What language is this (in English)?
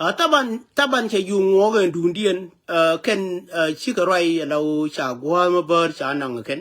Nuer